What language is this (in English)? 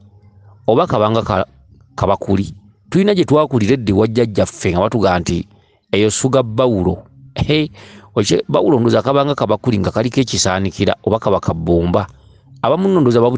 Ganda